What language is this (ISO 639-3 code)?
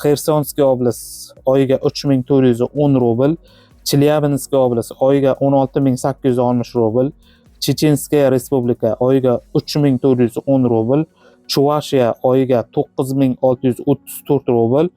uzb